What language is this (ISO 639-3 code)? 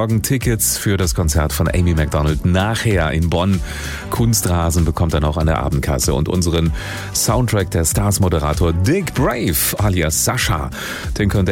deu